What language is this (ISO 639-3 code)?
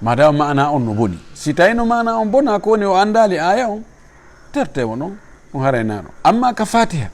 ful